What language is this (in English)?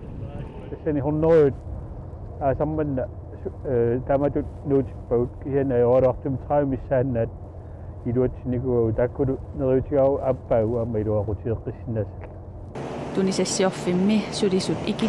Kalaallisut